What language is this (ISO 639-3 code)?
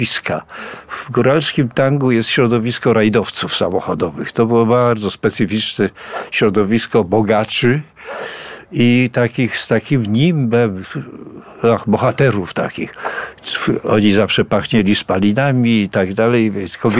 pol